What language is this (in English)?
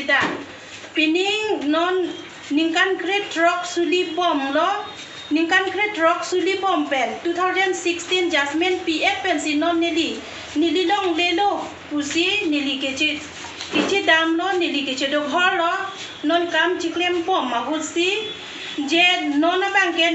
Karbi